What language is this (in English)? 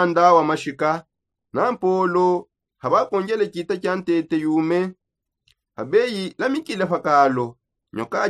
Songe